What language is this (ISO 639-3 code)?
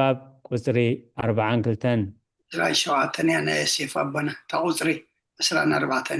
tir